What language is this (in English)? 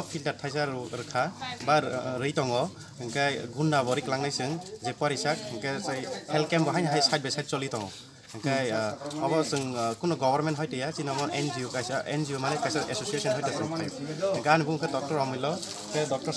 Kok Borok